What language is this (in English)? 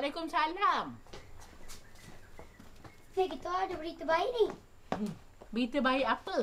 Malay